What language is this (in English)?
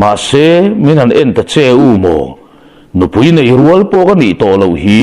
Mizo